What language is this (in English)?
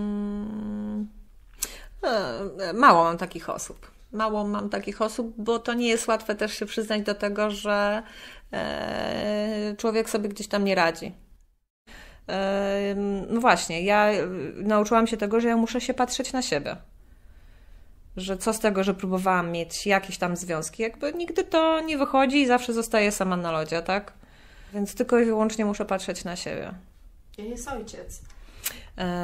Polish